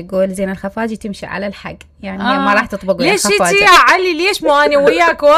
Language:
Mesopotamian Arabic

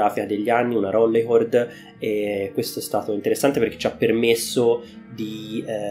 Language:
Italian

